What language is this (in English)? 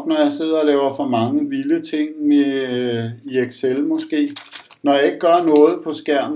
Danish